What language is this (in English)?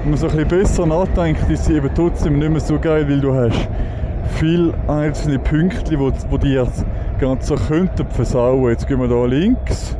Swiss German